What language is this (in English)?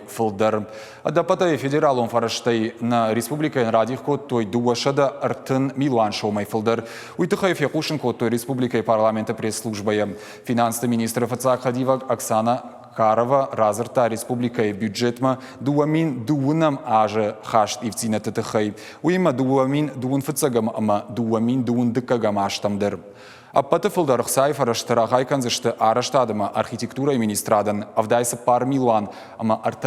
Ossetic